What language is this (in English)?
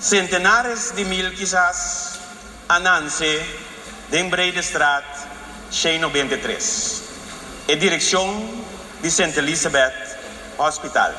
Papiamento